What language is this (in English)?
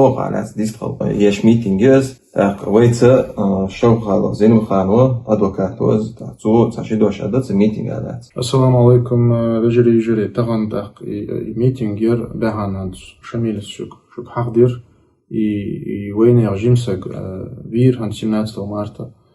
Chechen